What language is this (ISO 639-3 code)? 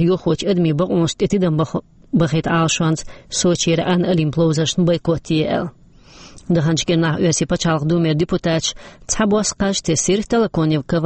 che